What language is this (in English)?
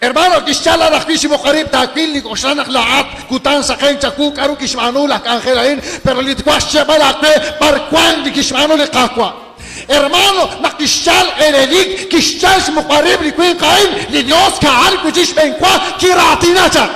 Kekchí